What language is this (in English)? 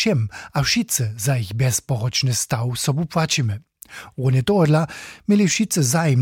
Upper Sorbian